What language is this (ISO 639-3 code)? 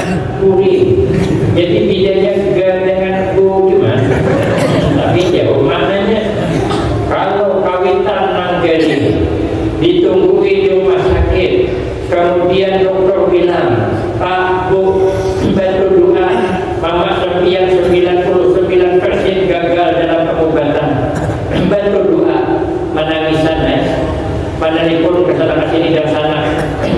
bjn